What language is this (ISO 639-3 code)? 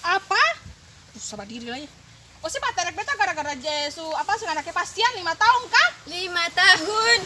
abs